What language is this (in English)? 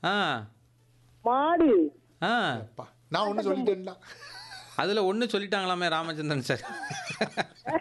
Tamil